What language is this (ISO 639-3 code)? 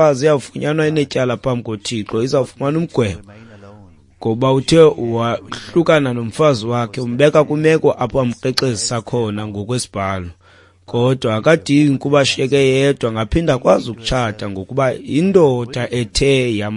xho